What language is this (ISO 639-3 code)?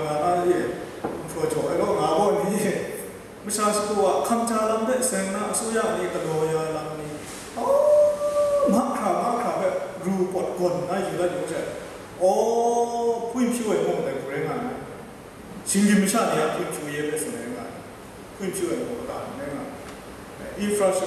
kac